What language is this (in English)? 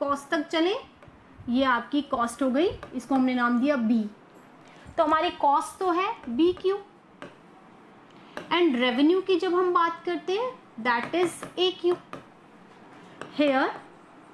Hindi